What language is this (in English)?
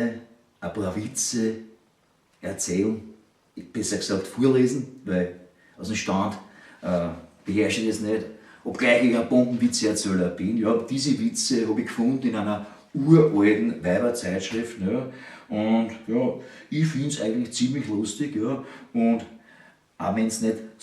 Bavarian